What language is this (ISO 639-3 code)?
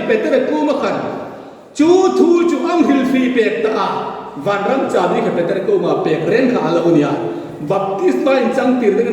hmr